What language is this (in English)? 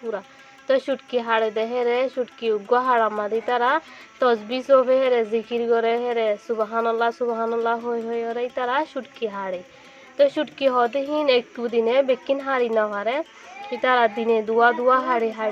Rohingya